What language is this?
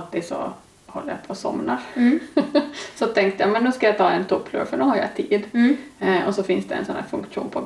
Swedish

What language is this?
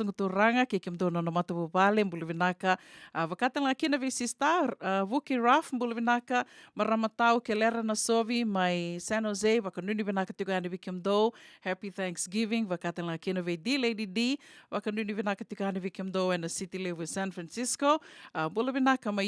Fijian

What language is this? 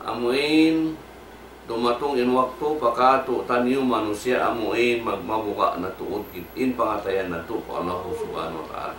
Tausug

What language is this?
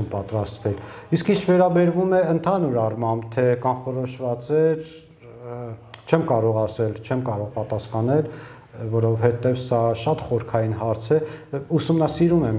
Armenian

